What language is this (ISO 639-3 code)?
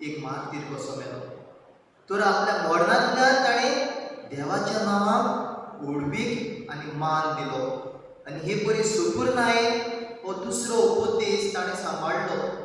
kok